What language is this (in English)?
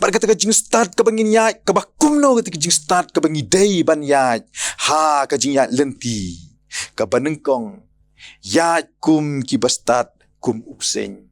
Khasi